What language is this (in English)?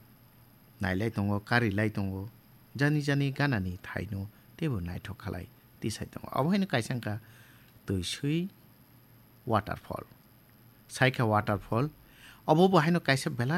Kok Borok